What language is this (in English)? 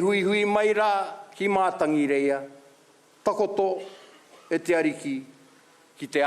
Māori